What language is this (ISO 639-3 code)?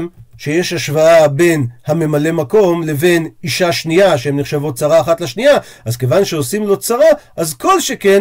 heb